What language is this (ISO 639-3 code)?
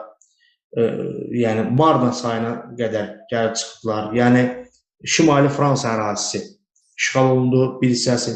aze